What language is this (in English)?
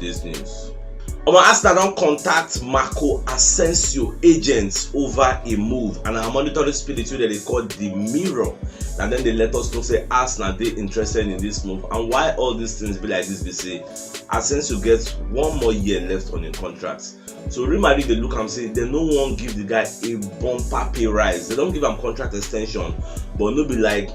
Nigerian Pidgin